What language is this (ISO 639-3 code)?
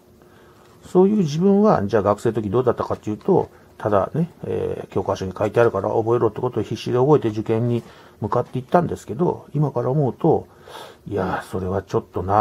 jpn